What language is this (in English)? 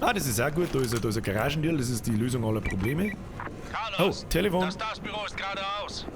Bavarian